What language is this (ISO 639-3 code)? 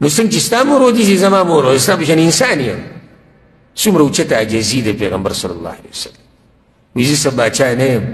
pus